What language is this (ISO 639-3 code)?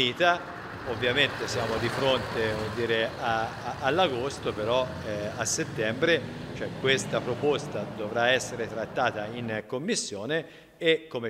ita